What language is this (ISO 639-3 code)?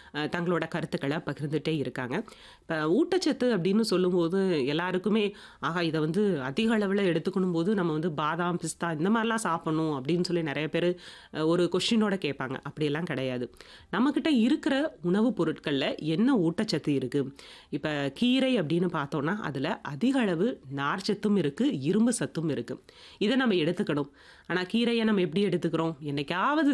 tam